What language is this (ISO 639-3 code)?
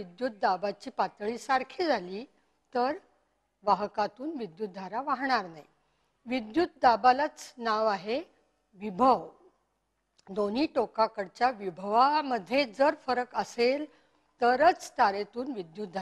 mar